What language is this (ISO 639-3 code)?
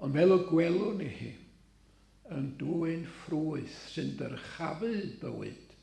cym